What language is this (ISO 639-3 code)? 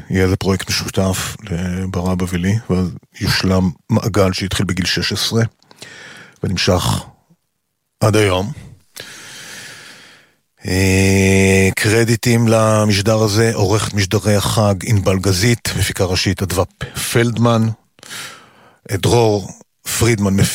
heb